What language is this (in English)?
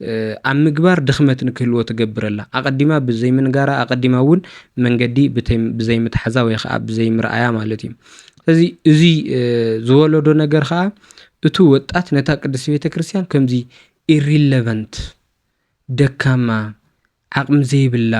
Tigrinya